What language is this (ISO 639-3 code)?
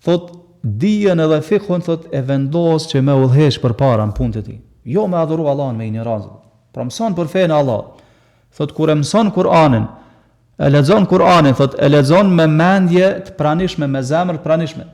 sqi